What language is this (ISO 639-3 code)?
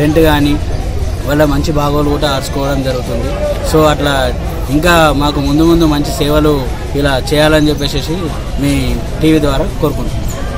tel